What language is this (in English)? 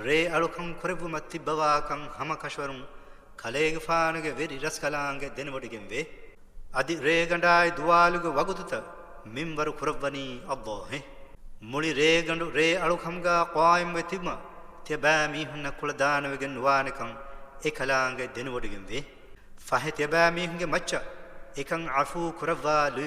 Divehi